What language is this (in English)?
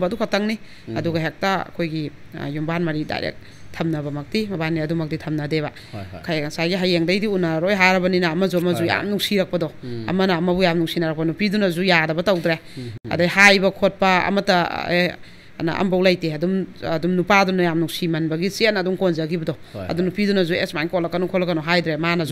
Manipuri